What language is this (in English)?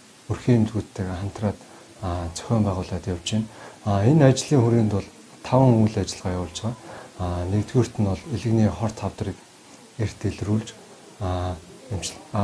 Mongolian